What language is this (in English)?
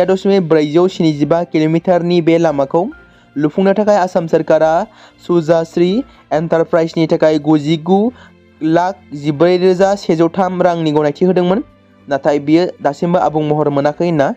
Bodo